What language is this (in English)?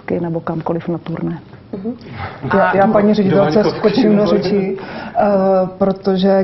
Czech